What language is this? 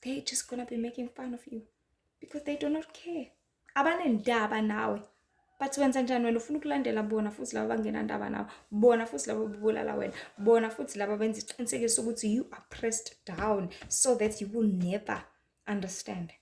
Zulu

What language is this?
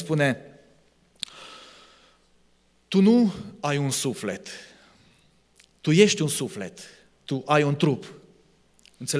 Romanian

